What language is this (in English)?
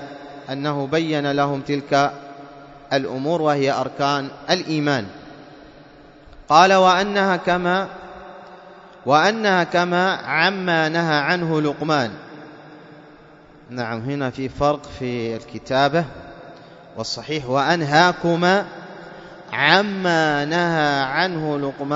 Arabic